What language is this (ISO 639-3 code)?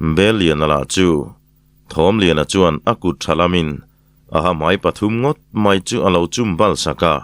lus